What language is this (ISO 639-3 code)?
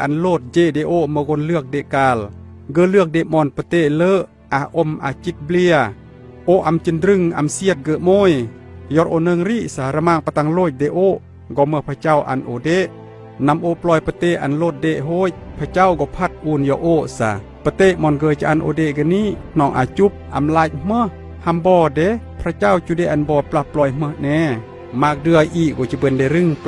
kjg